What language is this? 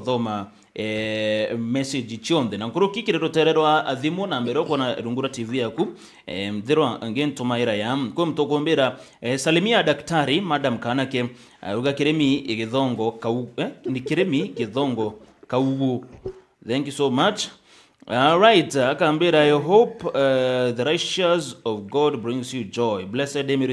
Meru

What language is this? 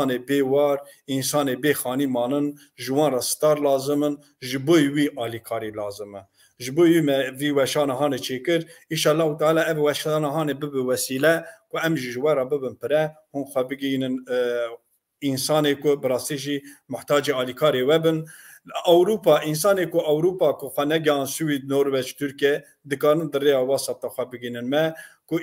Kurdish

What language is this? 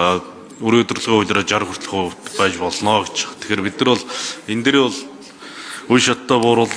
Mongolian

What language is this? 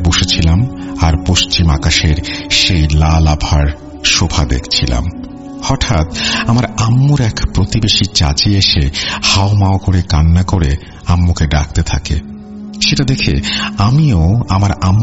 Bangla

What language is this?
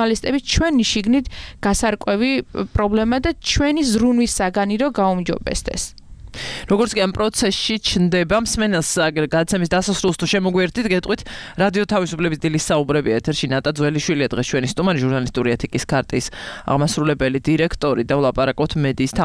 Georgian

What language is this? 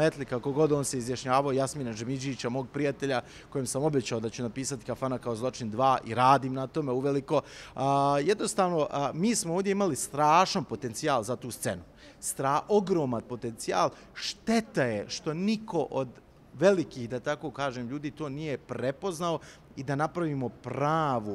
Bosnian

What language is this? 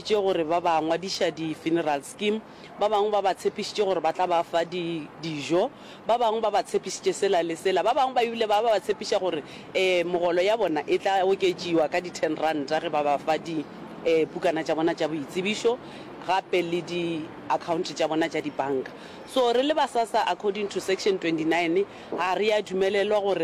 Northern Sotho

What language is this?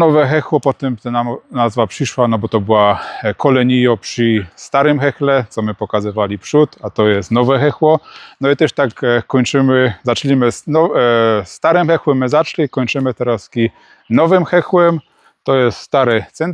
Silesian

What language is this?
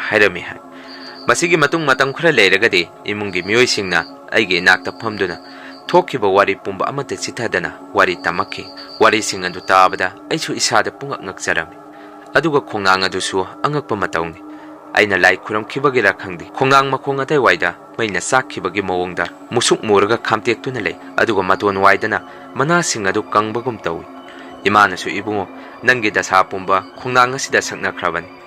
Manipuri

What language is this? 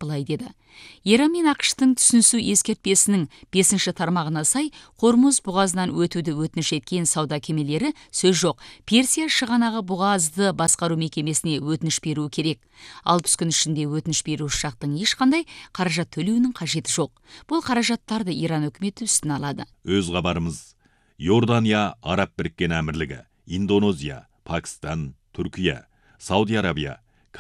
Kazakh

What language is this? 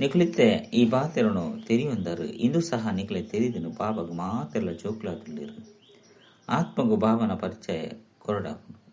Tulu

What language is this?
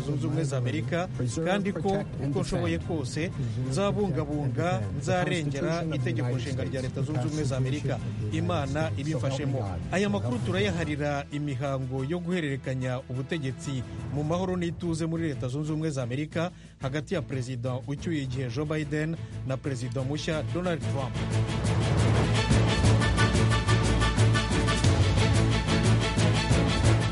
Kinyarwanda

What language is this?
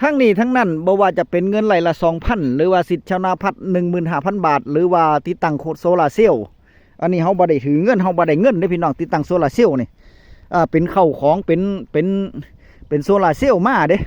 Northeastern Thai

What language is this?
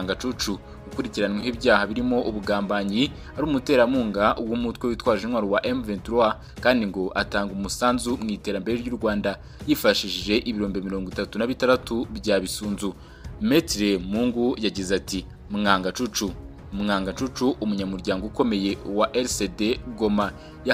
Kinyarwanda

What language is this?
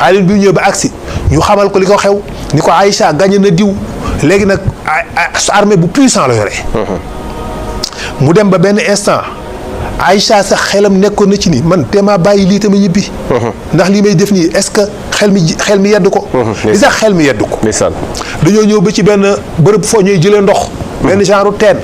Wolof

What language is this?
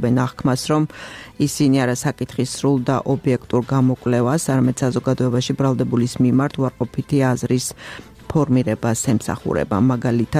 Georgian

